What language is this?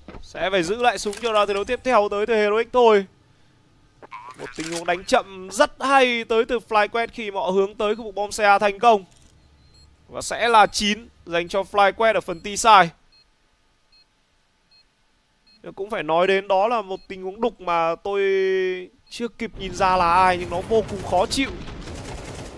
Vietnamese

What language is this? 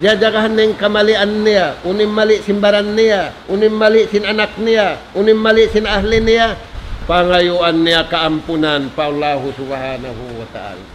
Tausug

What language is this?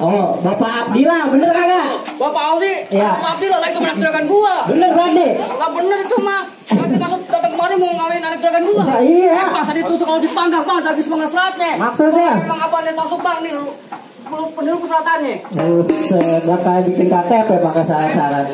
Betawi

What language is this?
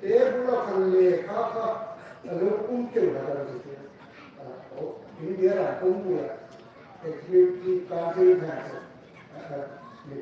Hmar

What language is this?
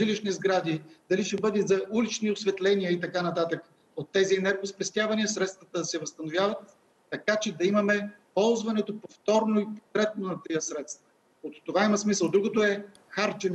Bulgarian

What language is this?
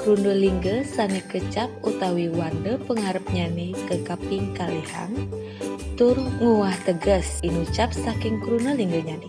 Balinese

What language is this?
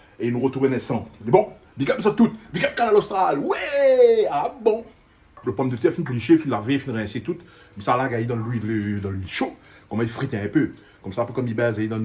Réunion Creole French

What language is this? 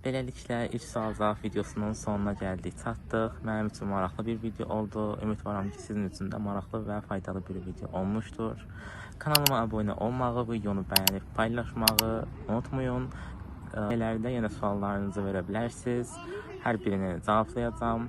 Azerbaijani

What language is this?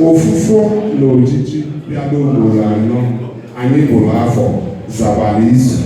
Igbo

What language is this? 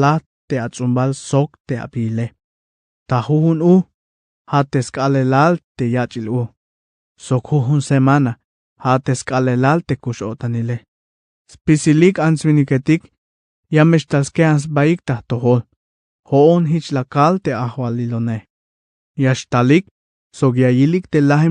Tzeltal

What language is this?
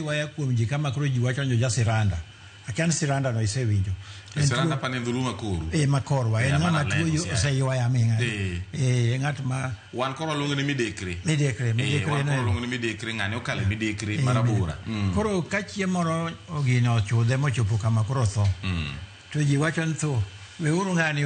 Luo (Kenya and Tanzania)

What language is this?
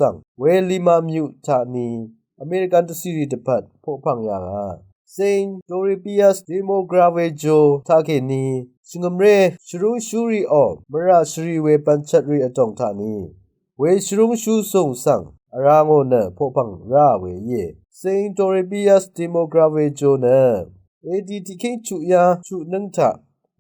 Rawang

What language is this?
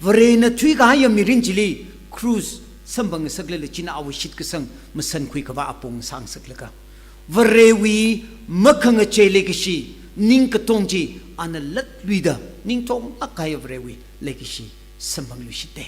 Tangkhul Naga (India)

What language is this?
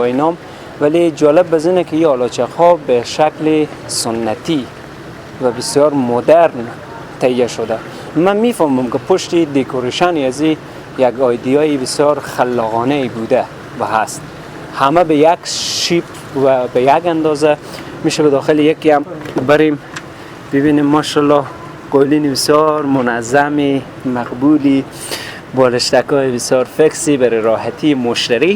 Persian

